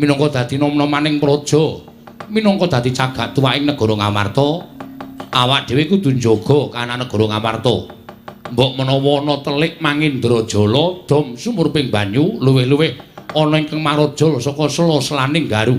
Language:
Javanese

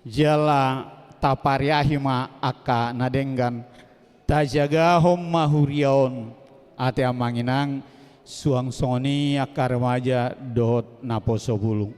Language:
Batak Toba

